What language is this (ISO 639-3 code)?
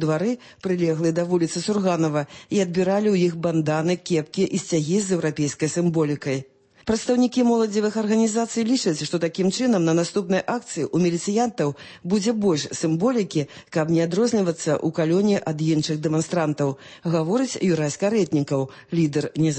bel